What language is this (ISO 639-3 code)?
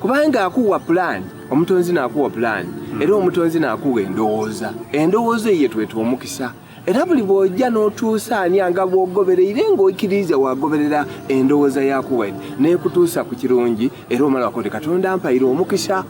xog